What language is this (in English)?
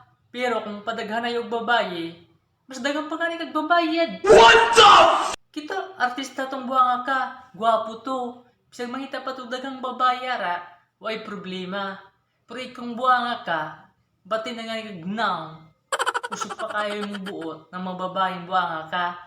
Cebuano